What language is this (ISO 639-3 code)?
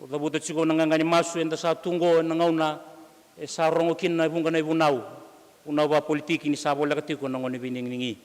fij